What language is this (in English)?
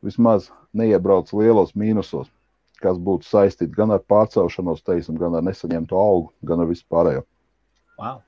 Latvian